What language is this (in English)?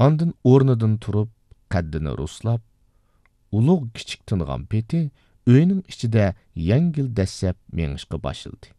Uyghur